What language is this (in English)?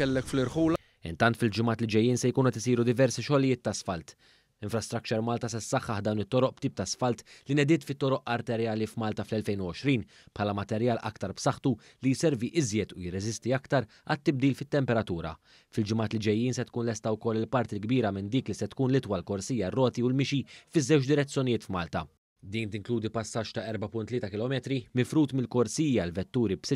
Maltese